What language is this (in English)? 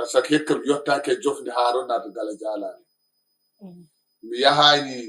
Fula